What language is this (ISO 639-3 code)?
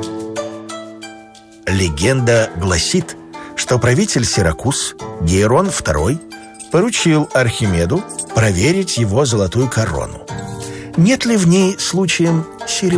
rus